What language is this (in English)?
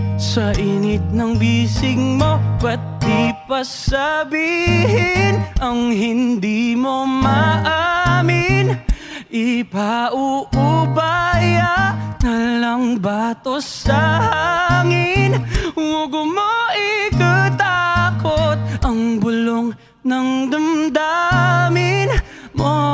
Filipino